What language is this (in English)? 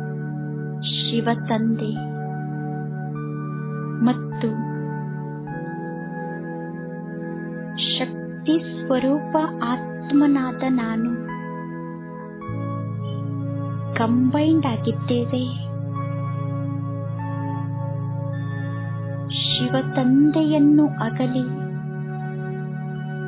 Kannada